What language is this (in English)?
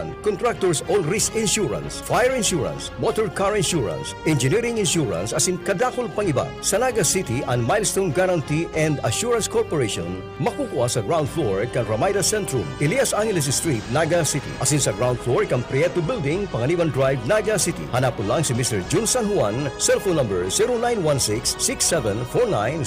Bikol